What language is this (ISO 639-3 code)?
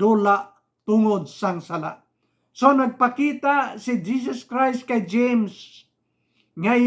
hil